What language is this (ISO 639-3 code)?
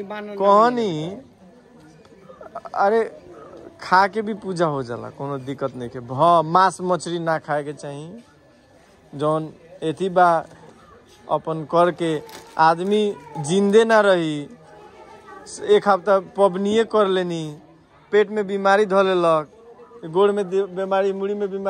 bho